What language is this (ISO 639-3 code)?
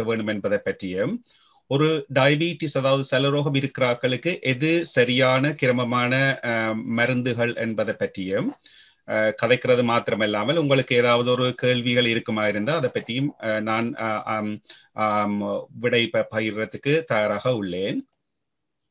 tam